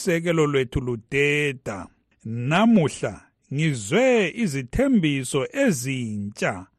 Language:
North Ndebele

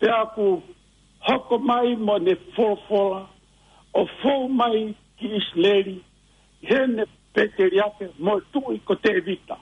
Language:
Tongan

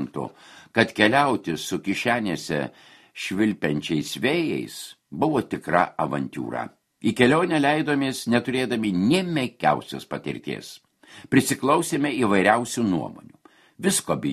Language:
Lithuanian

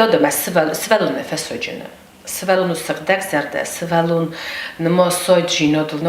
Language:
Ossetic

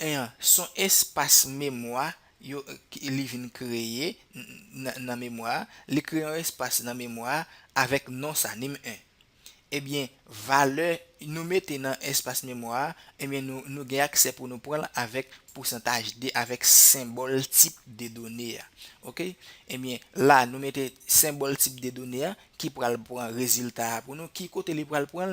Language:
Haitian Creole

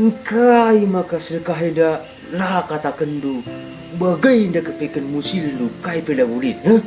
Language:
Batak Karo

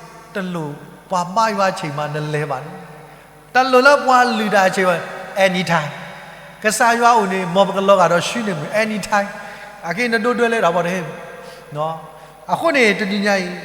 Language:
S'gaw Karen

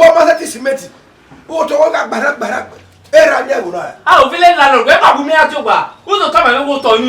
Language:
Bini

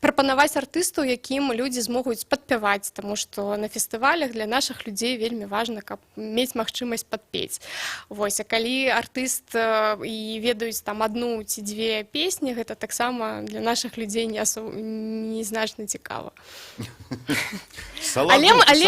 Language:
Belarusian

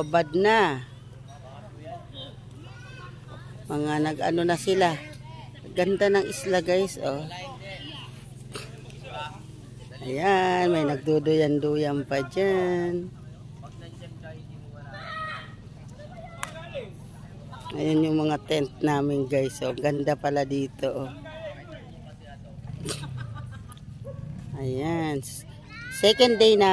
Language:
Filipino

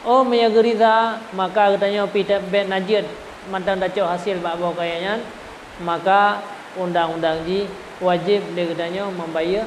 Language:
Achinese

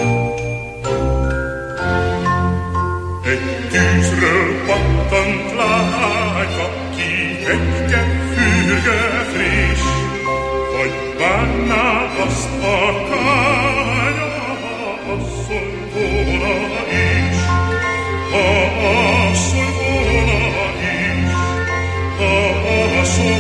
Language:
Hungarian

